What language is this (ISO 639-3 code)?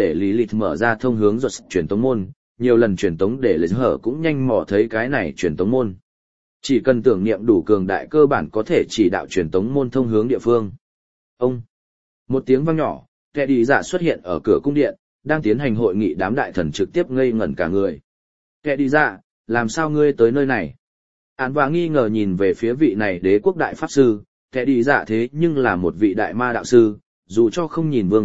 vie